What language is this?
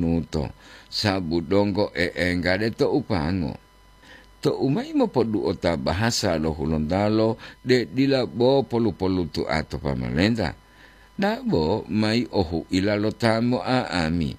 Gorontalo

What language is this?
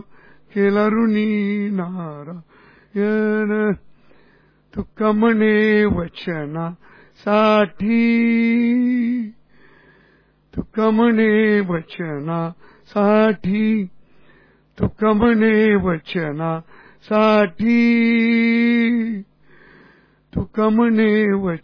Marathi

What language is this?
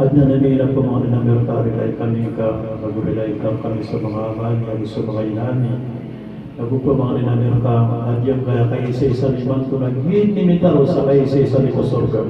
Maranao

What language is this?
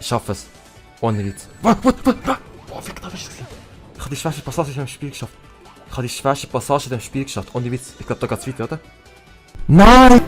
Swiss German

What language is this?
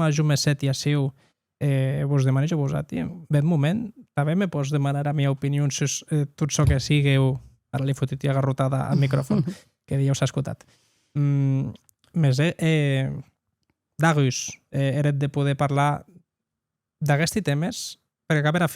Occitan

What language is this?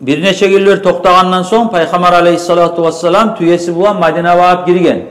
Kumyk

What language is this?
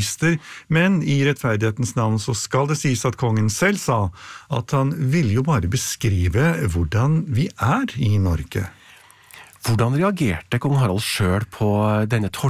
Norwegian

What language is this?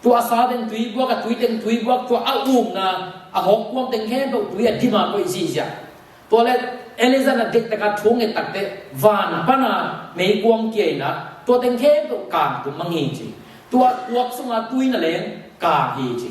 Tedim Chin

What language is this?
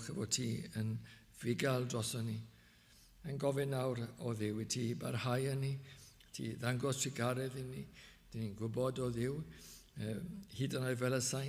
Welsh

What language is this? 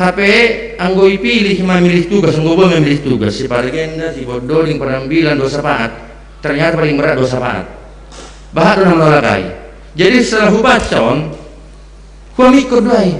Batak Simalungun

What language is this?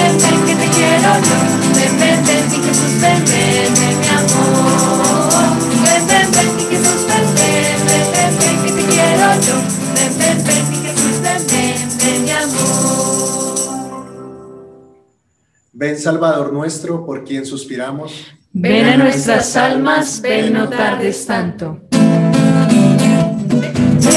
Spanish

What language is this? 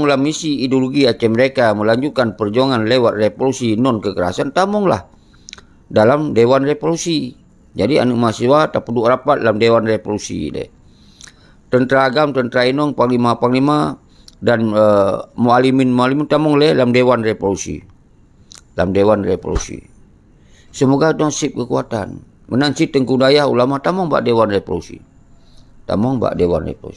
Achinese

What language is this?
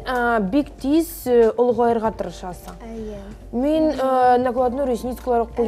Tatar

